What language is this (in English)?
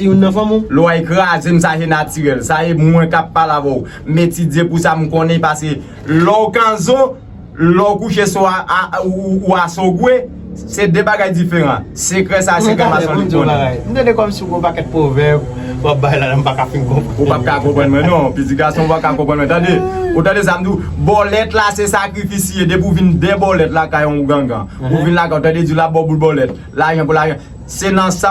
Haitian Creole